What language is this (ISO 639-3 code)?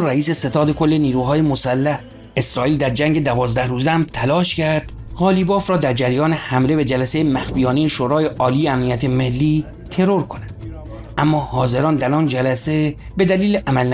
fas